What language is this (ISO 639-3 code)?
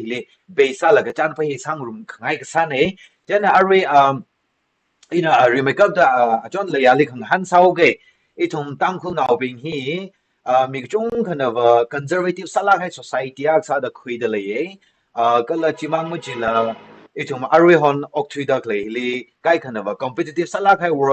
nmf